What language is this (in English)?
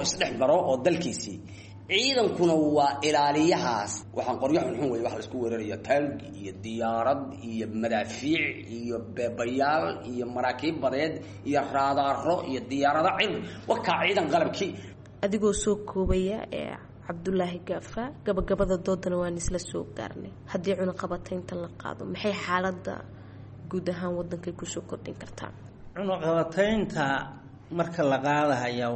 Somali